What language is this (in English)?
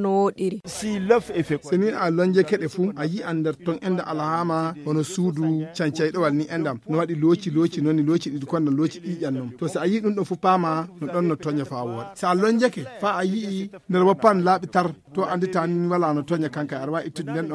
Fula